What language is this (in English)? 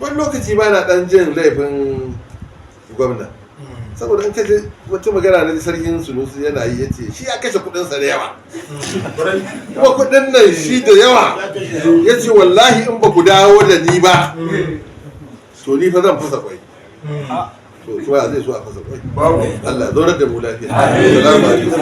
Hausa